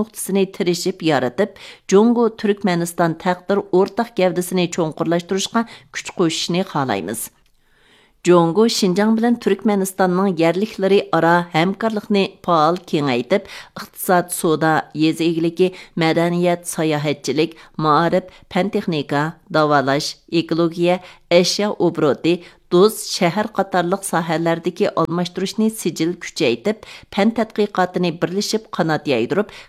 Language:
Uyghur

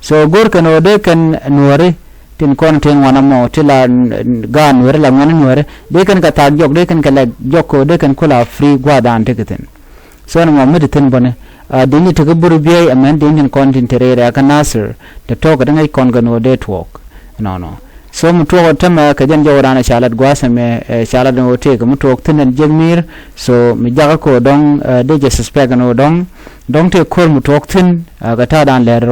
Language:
Nuer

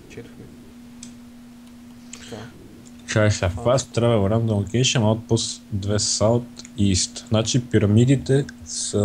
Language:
Bulgarian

